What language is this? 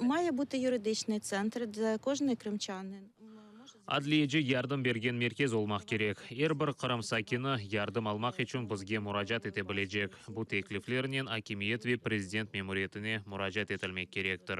Crimean Tatar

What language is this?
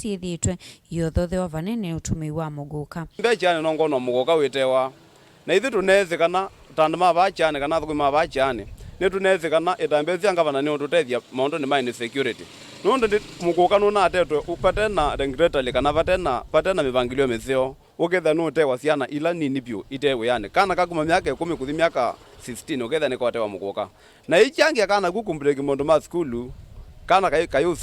Kamba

